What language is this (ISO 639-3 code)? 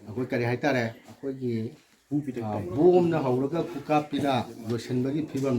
mni